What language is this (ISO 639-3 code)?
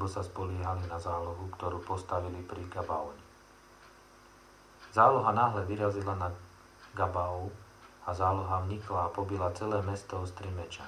slk